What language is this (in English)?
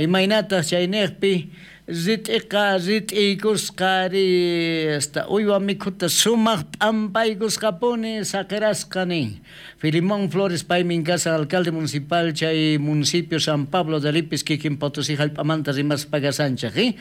South Bolivian Quechua